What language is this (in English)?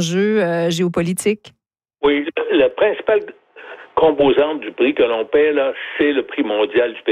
French